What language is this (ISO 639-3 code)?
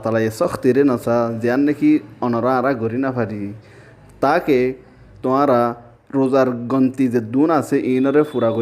rhg